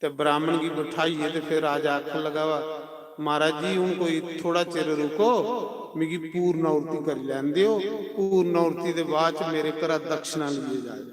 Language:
Dogri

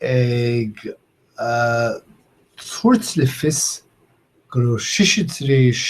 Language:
Irish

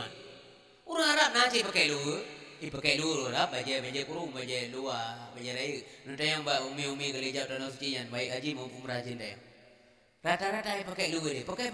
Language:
Achinese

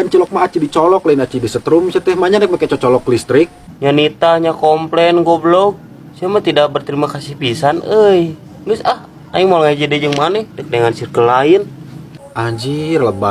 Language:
Sundanese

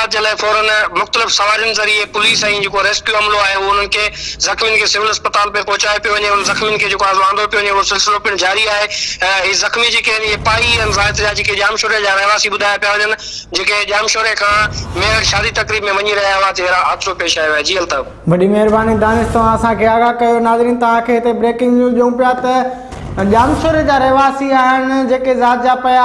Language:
Sindhi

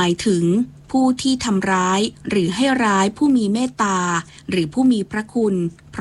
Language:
Thai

